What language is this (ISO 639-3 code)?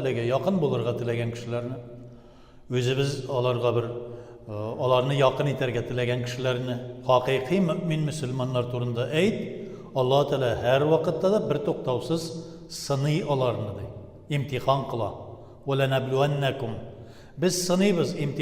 tat